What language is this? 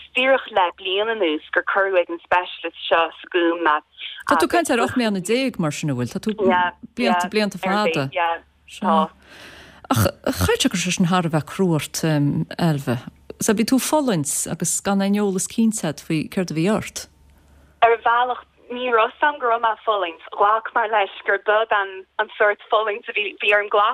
Irish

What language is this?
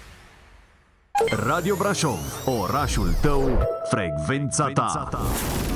Romanian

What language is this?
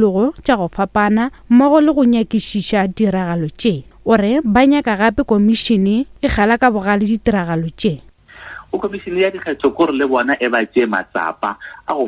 Northern Sotho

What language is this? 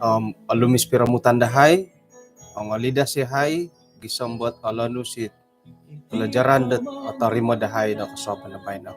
Central Dusun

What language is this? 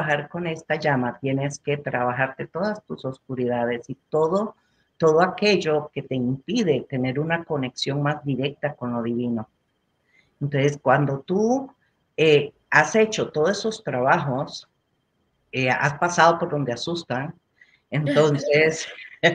Spanish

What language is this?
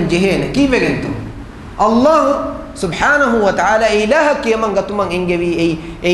Divehi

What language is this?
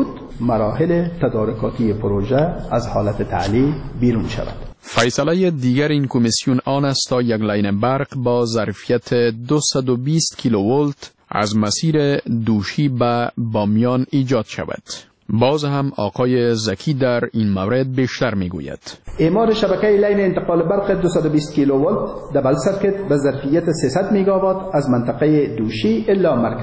Persian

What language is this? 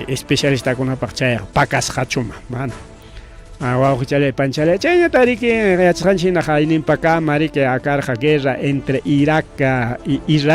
Ayacucho Quechua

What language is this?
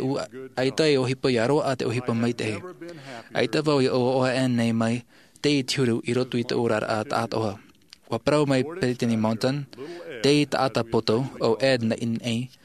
Tahitian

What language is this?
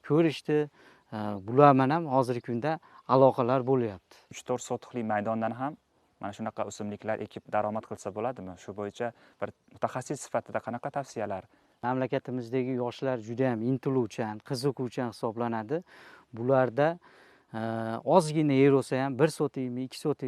Uzbek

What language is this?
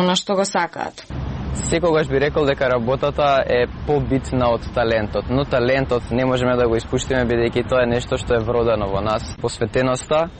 Macedonian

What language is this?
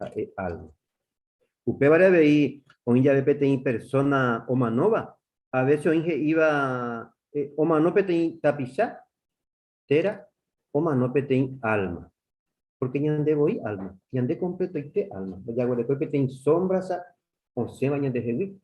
Guarani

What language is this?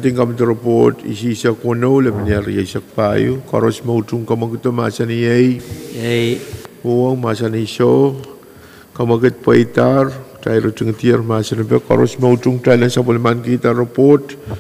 Pohnpeian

